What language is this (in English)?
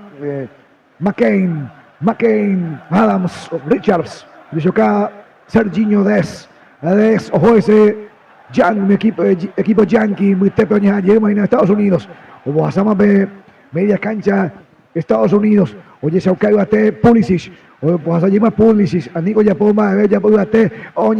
Guarani